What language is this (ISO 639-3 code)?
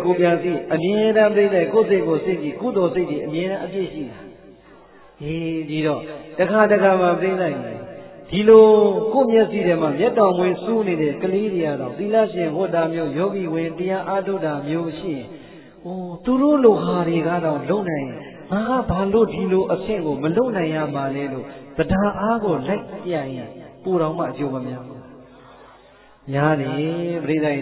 mya